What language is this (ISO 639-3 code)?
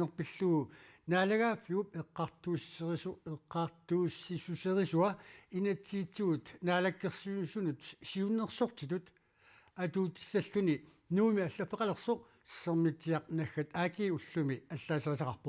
kal